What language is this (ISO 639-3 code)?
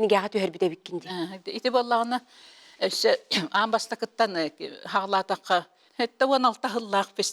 sah